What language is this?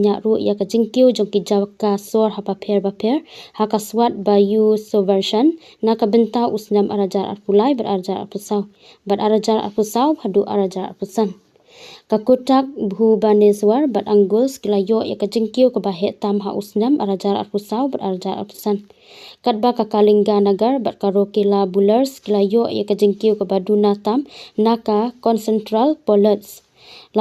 Khasi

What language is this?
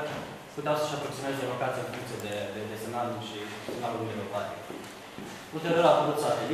Romanian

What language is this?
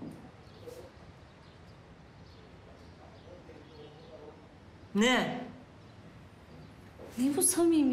Turkish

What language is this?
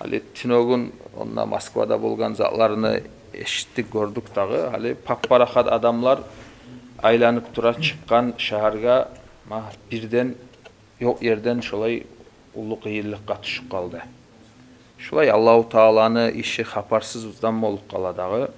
Kumyk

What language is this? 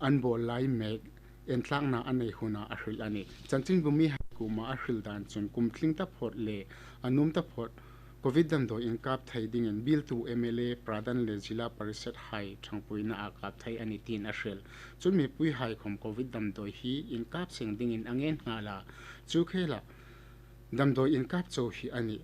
Hmar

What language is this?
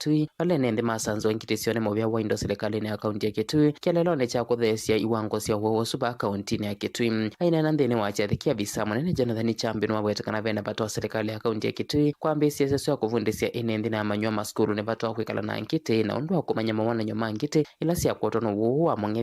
Kamba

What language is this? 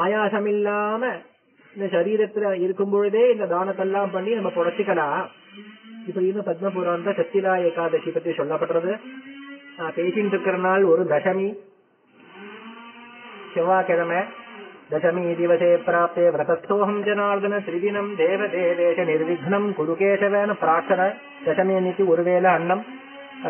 Tamil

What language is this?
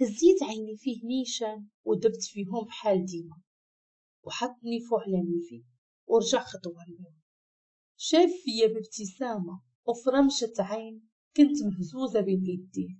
Moroccan Arabic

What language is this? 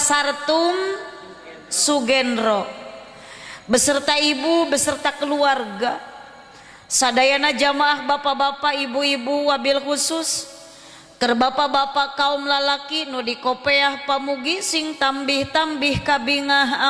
Sundanese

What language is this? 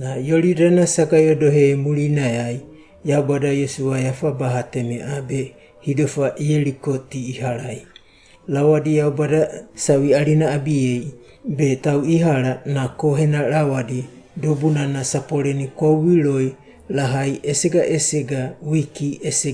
Wagawaga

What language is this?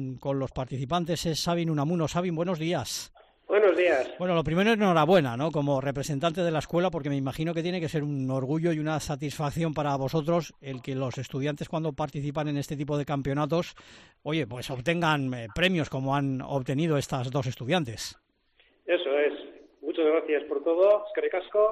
Spanish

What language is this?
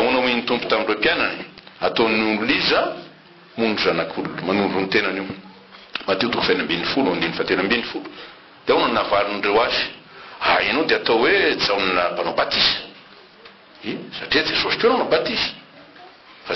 Malagasy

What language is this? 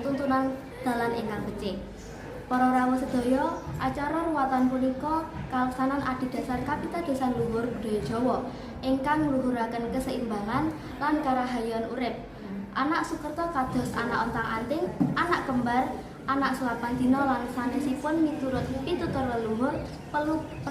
Javanese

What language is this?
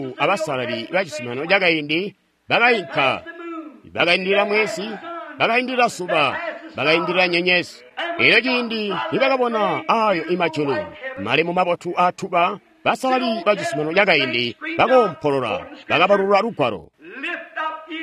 Tonga (Zambia)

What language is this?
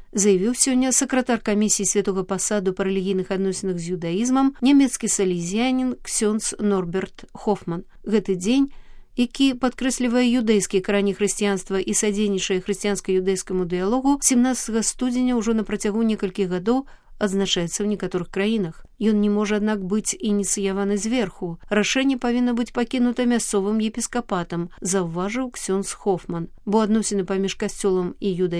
Belarusian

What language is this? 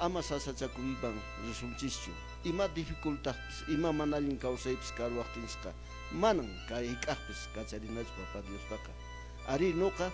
Quechua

